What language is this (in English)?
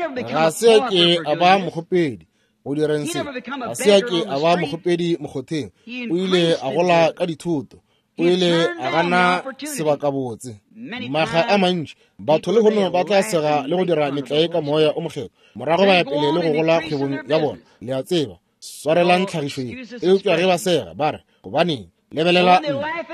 Northern Sotho